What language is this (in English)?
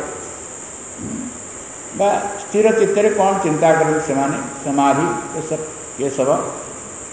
Odia